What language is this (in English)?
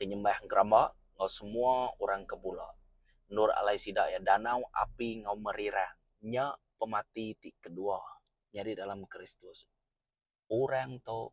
Iban